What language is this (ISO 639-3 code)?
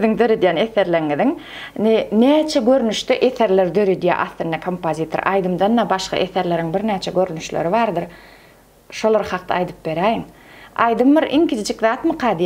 tuk